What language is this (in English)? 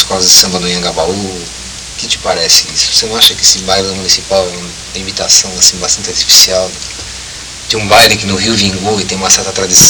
Portuguese